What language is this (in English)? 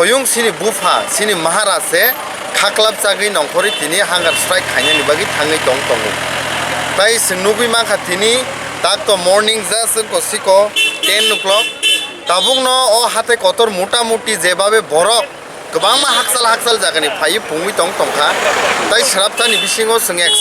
Kok Borok